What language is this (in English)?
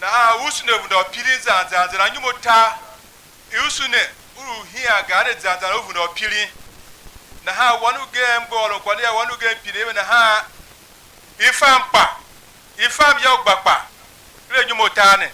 Tiv